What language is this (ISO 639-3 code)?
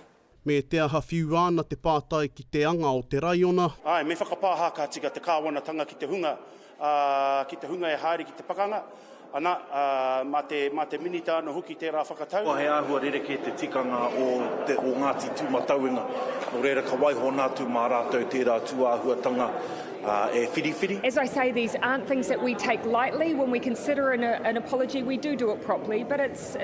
mri